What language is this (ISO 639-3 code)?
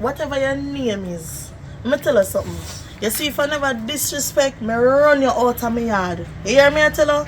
jam